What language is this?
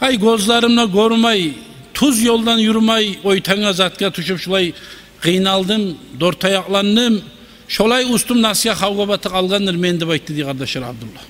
Kumyk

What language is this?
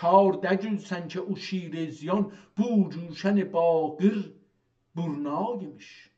South Azerbaijani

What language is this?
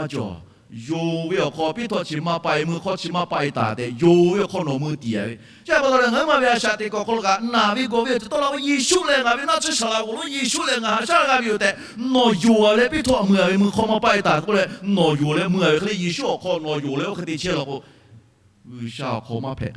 Lahu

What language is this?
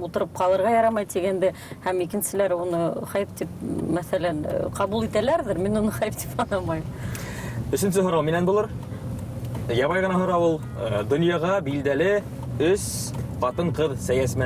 Bashkir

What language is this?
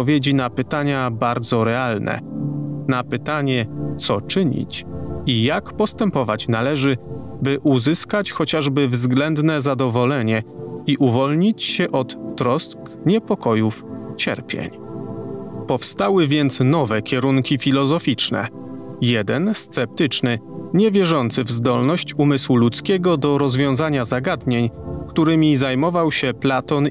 Polish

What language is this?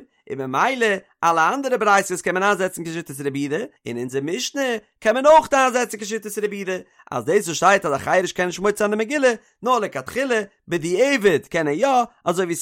Yiddish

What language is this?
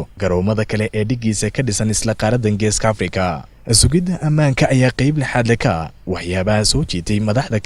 Somali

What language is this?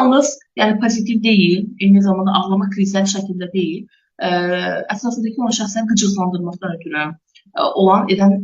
Azerbaijani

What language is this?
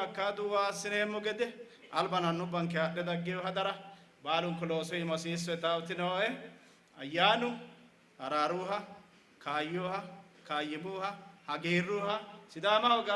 Sidamo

